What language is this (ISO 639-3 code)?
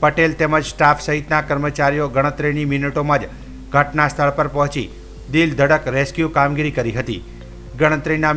guj